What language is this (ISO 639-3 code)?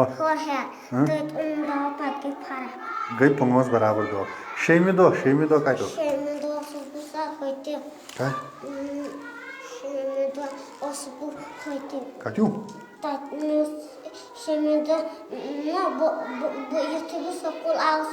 kas